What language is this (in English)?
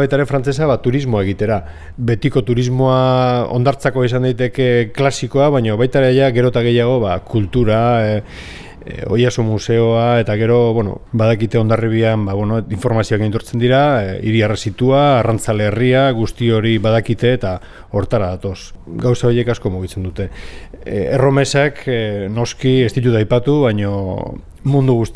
Basque